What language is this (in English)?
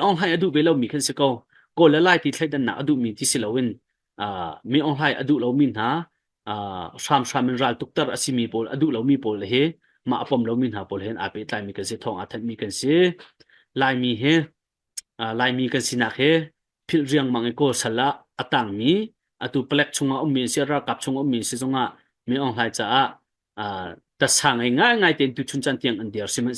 Hakha Chin